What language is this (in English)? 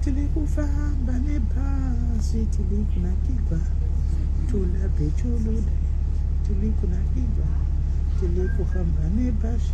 Shona